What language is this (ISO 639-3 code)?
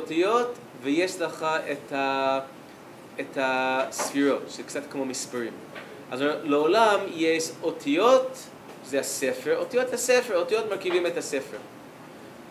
heb